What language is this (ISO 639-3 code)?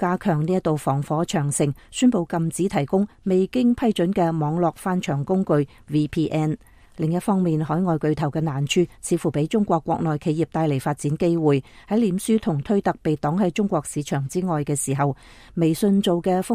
yue